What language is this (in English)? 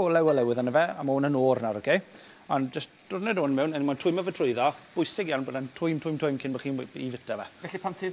Welsh